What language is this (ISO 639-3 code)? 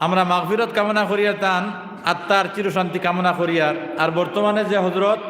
syl